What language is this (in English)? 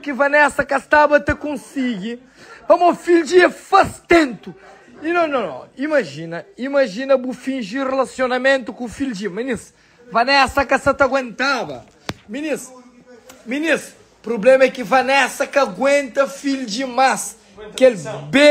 Kabuverdianu